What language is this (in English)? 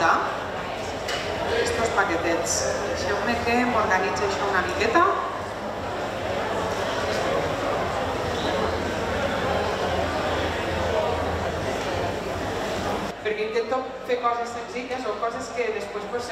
Catalan